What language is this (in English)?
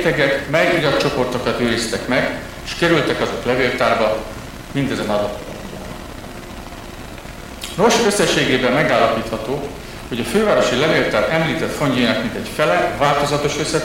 Hungarian